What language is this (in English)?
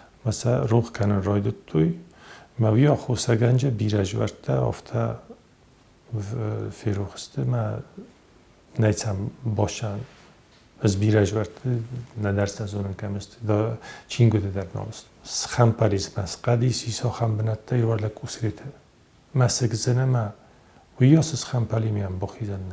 Ossetic